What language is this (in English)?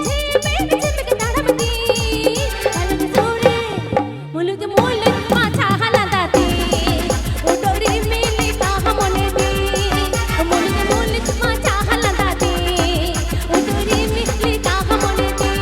Santali